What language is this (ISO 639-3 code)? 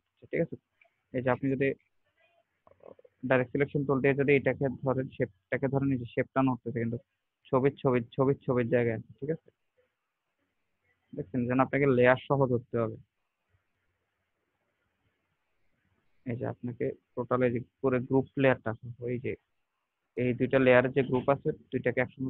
ben